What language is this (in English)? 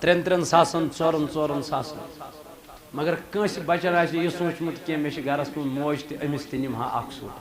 Kashmiri